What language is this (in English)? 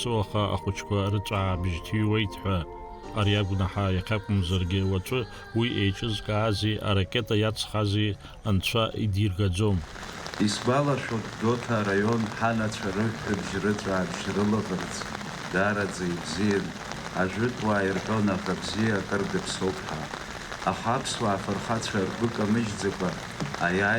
Abkhazian